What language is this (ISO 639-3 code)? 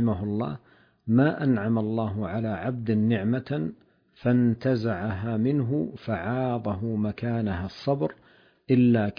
ara